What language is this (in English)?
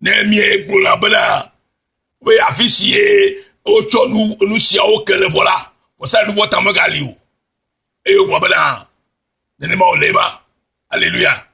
Ewe